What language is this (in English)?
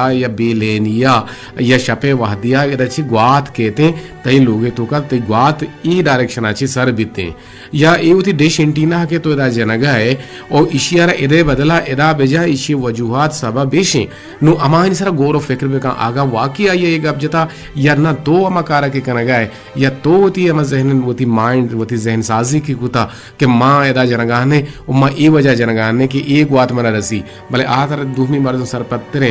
Eastern Balochi